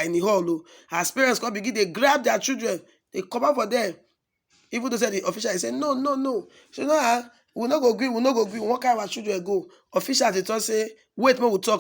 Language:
Nigerian Pidgin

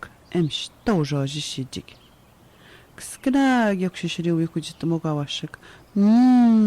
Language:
Atikamekw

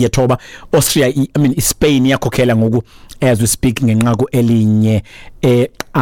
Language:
Xhosa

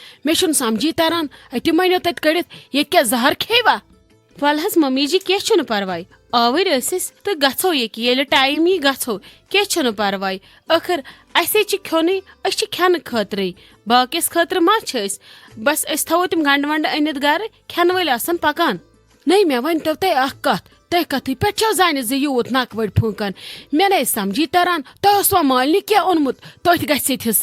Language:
Kashmiri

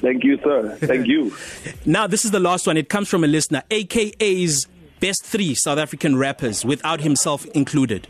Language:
English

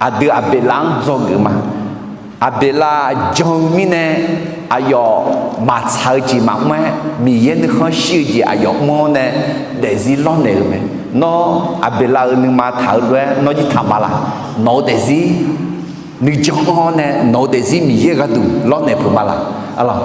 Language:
Akha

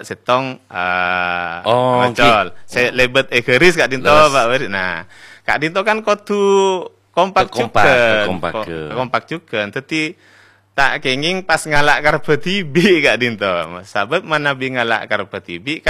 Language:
Madurese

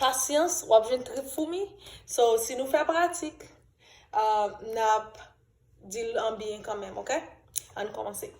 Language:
Haitian Creole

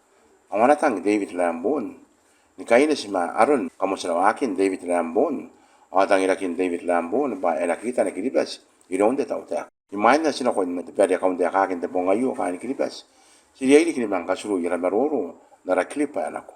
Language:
Gilbertese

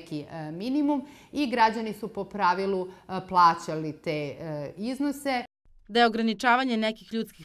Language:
Serbian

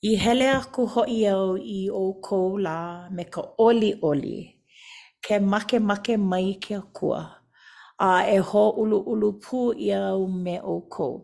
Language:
Hawaiian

